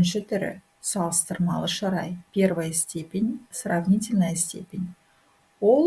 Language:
Kazakh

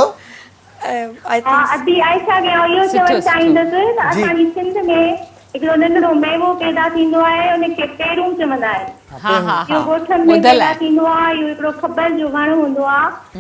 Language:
Sindhi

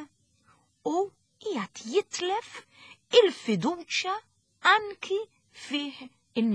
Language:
Maltese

